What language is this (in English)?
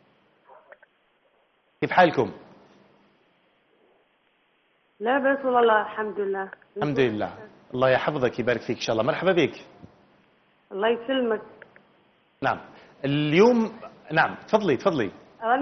Algerian Arabic